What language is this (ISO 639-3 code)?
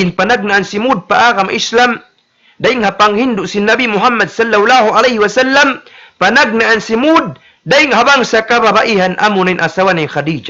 tsg